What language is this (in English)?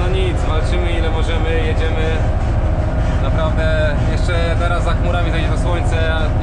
Polish